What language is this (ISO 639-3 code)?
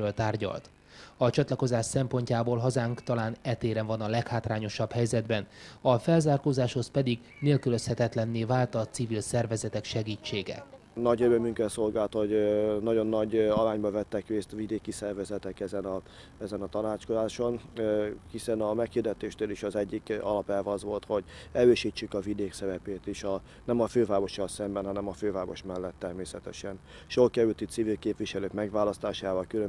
hun